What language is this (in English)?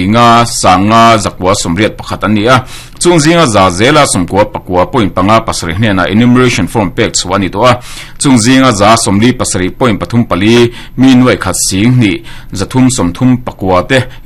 Mizo